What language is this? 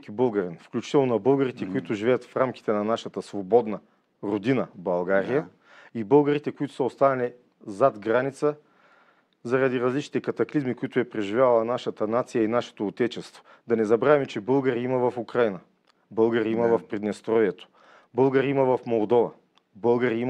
Bulgarian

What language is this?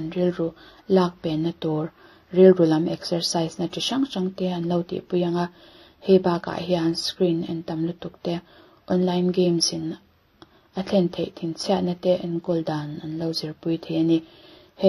Mizo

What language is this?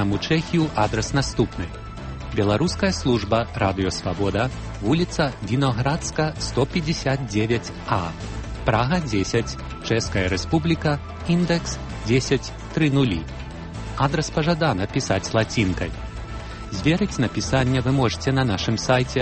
Belarusian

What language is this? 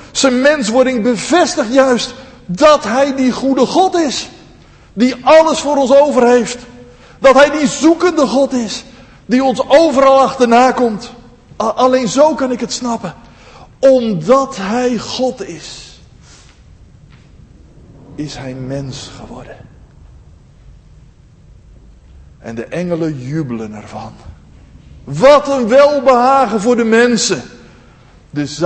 Dutch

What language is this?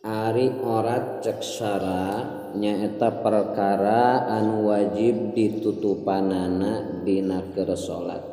Sundanese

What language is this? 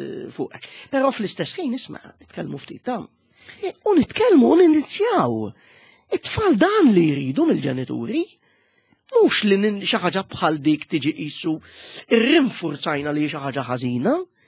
Maltese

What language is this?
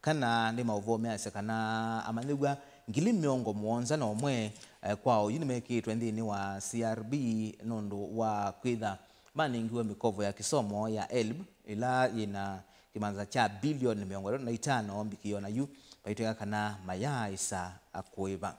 Kamba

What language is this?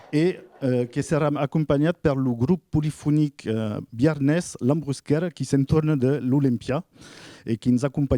Occitan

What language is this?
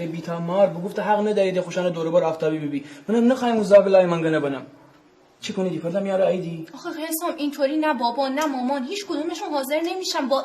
Gilaki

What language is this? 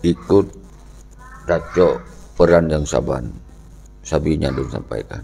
Achinese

